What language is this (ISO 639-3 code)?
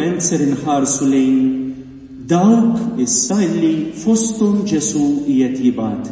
mlt